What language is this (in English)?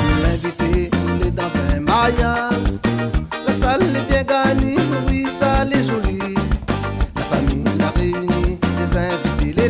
Réunion Creole French